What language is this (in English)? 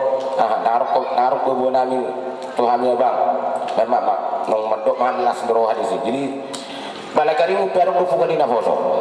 Batak Toba